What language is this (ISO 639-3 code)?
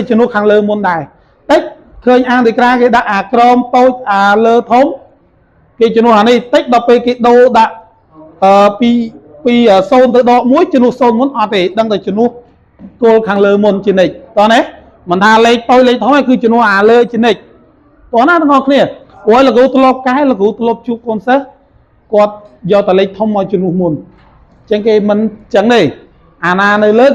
khm